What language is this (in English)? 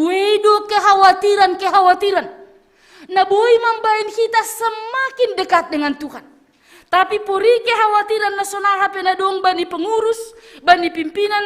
Batak Simalungun